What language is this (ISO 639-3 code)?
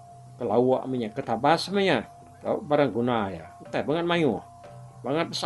iba